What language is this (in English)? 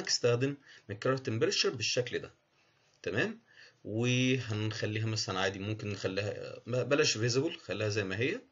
Egyptian Arabic